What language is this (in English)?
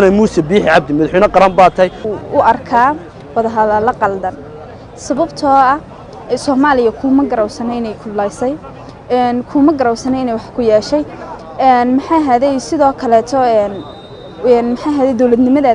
Somali